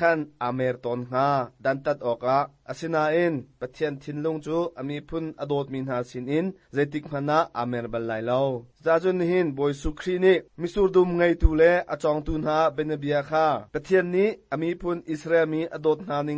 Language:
Hakha Chin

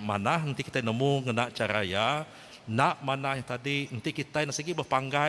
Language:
Iban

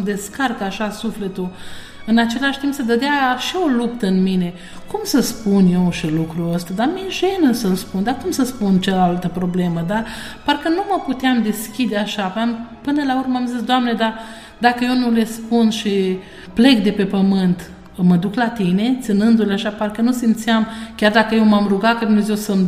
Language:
Romanian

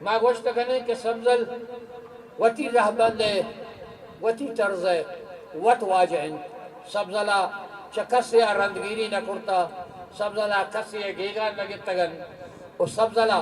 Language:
Eastern Balochi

